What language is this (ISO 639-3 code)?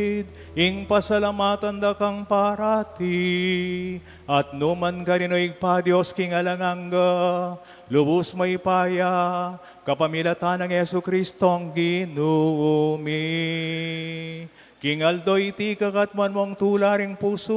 pam